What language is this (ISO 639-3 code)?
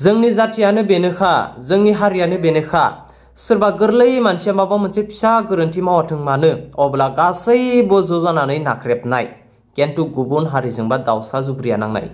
brx